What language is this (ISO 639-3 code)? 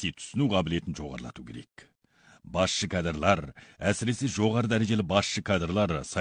kaz